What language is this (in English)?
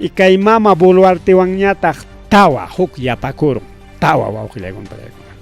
Ayacucho Quechua